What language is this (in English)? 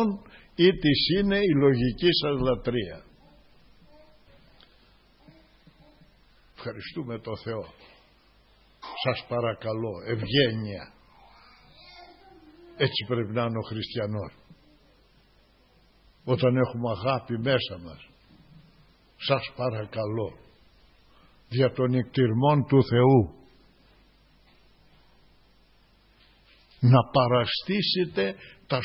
Greek